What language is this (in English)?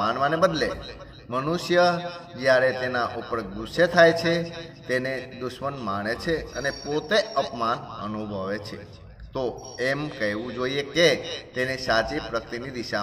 Gujarati